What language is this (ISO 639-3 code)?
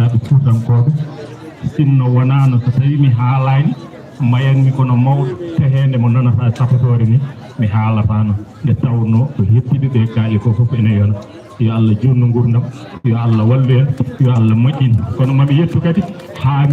ful